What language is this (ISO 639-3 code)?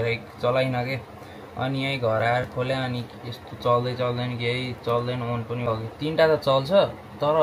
nep